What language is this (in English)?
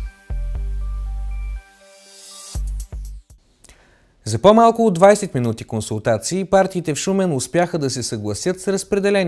Bulgarian